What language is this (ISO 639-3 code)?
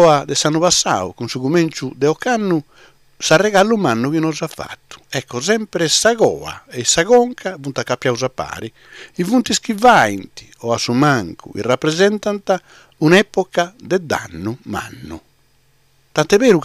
srd